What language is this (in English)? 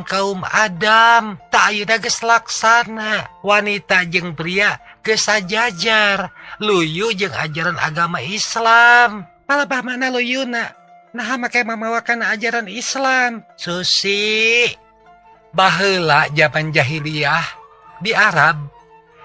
Sundanese